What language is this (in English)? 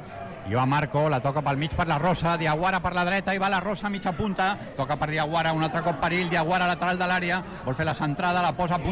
Catalan